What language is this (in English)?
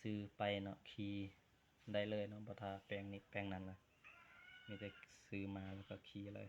Lao